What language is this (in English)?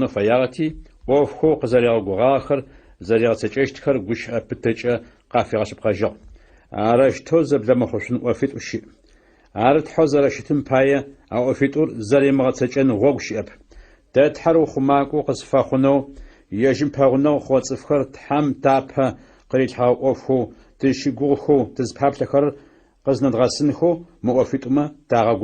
Adyghe